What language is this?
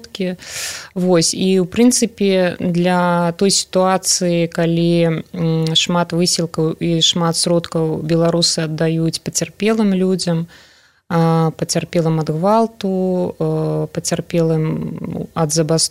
Belarusian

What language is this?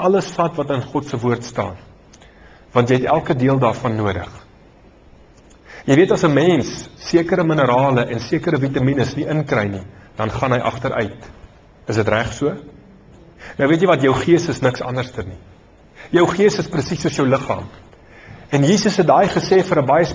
Afrikaans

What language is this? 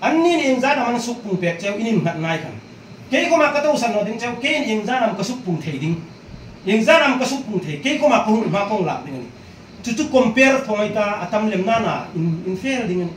Hmar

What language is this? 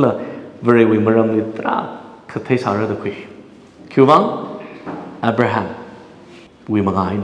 Tangkhul Naga (India)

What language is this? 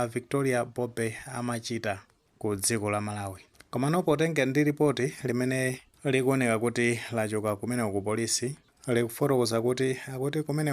Nyanja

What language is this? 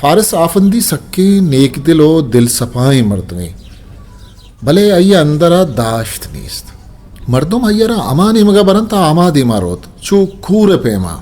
Eastern Balochi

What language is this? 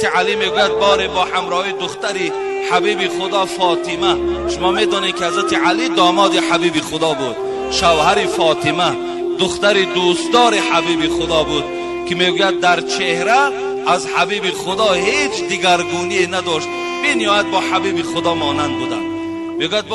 Tajik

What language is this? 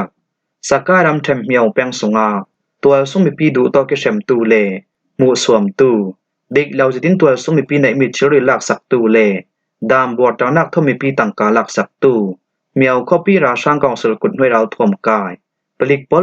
Falam Chin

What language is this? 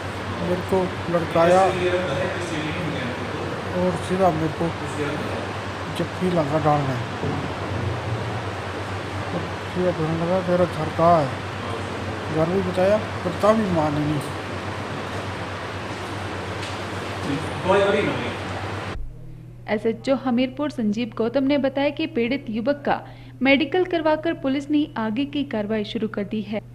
Hindi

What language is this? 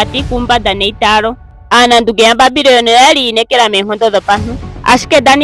Ndonga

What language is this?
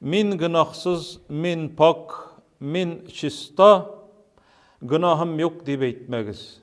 Tatar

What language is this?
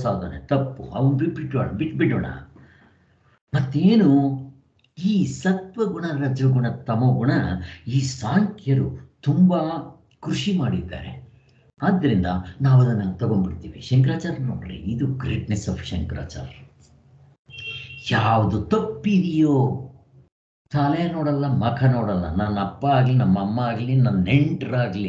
Kannada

